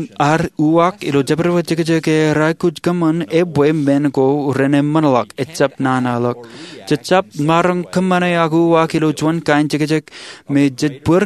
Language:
Marshallese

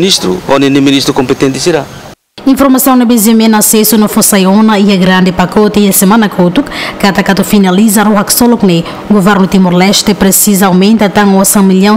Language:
Tetum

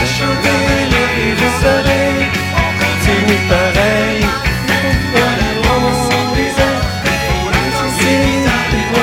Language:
French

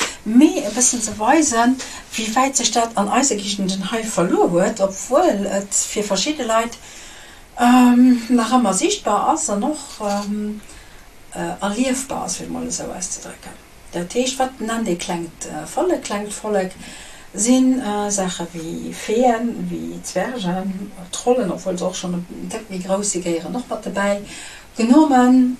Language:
Luxembourgish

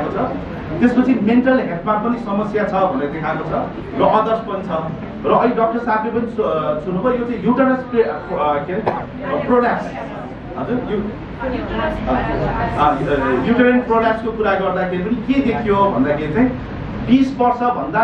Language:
Nepali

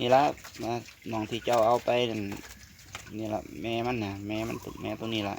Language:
Northeastern Thai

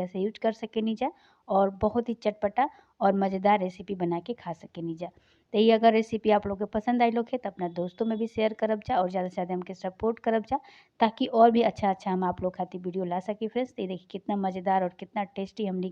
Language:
Bhojpuri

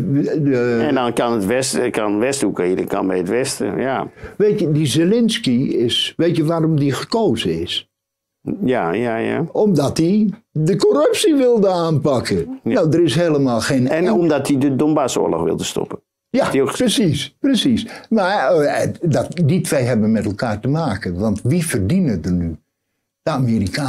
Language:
Dutch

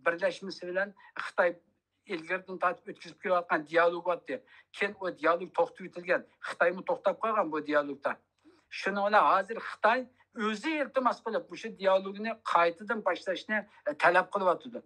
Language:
Uyghur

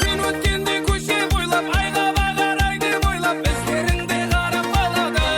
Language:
Kara-Kalpak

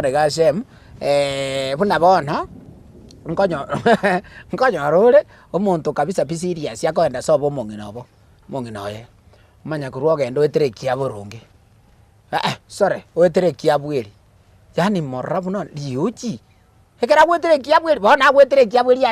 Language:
Gusii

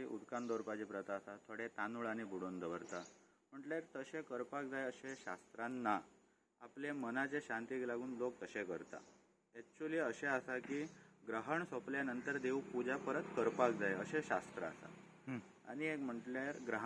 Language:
Konkani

